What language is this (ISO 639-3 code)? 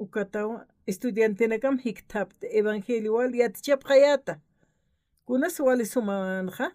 aym